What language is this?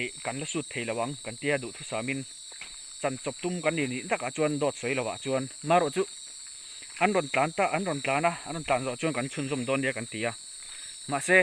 Mizo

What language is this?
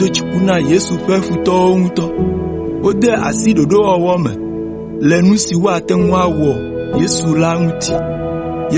Ewe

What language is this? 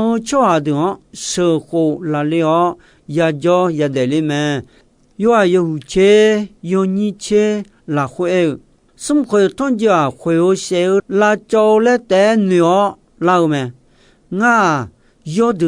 Akha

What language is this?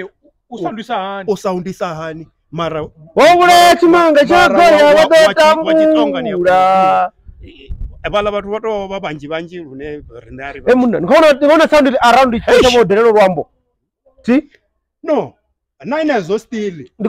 Venda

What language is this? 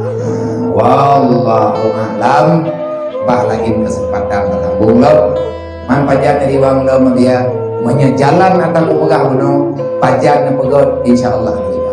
Achinese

